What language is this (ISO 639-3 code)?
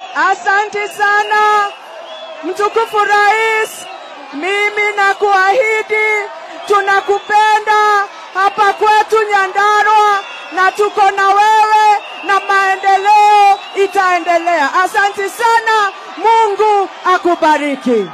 swa